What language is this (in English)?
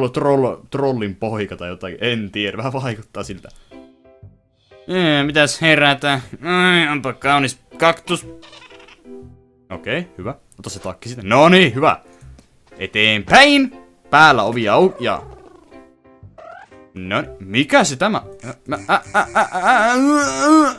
Finnish